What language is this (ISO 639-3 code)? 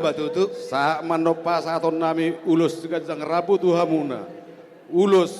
bbc